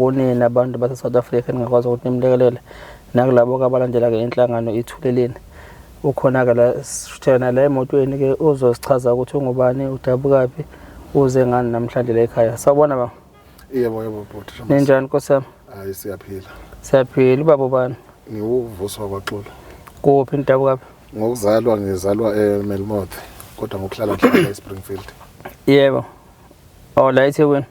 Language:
Zulu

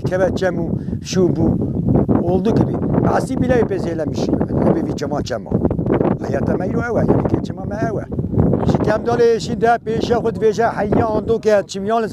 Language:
Kurdish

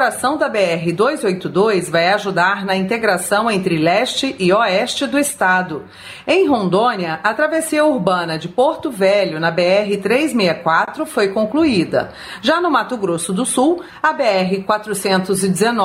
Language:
Portuguese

